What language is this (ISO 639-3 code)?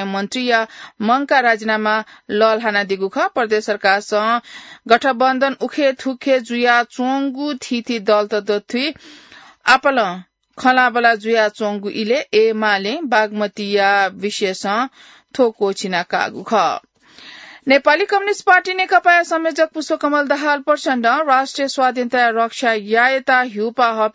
new